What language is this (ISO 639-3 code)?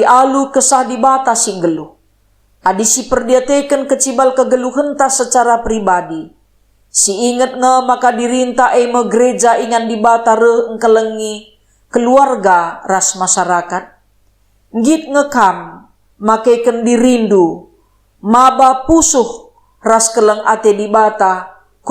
btx